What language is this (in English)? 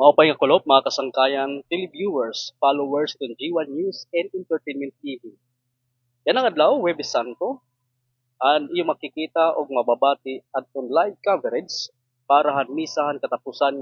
Waray